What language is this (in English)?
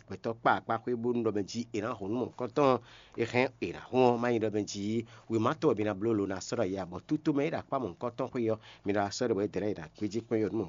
Fon